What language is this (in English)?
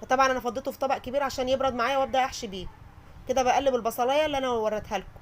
Egyptian Arabic